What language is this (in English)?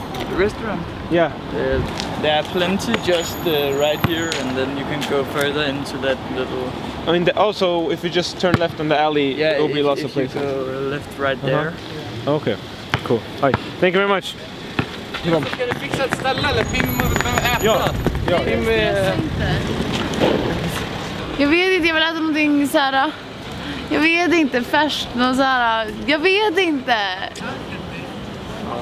Swedish